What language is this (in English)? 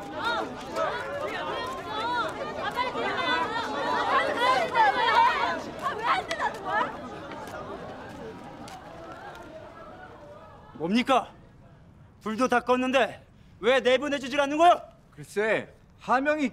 Korean